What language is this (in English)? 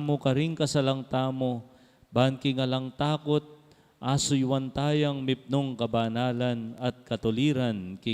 Pampanga